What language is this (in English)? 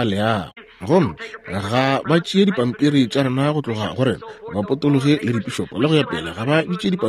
Northern Sotho